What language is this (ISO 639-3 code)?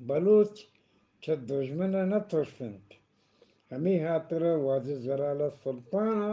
bgp